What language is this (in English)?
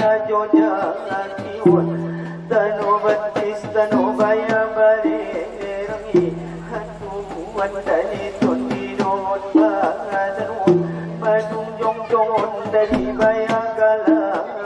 Batak Angkola